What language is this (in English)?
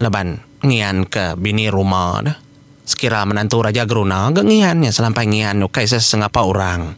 Iban